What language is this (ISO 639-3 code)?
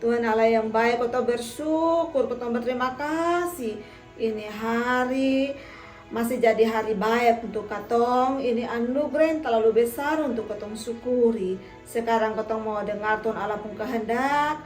mkn